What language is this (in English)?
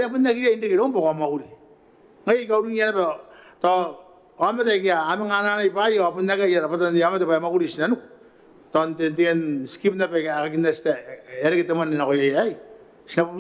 Gilbertese